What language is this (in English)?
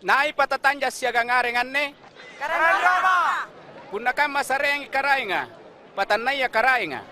Makasar